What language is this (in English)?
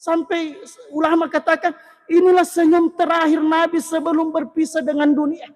Buginese